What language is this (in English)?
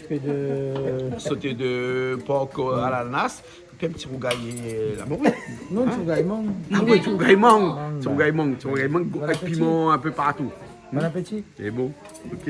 Réunion Creole French